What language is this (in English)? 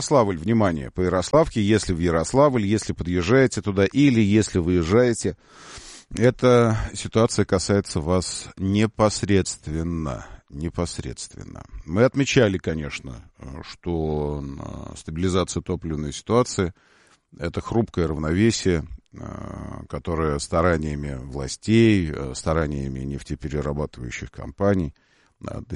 Russian